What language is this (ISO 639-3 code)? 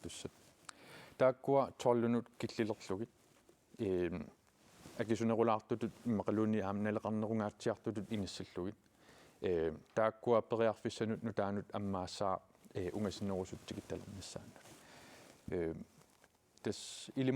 kal